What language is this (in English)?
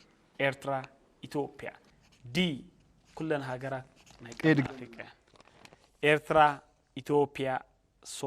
Tigrinya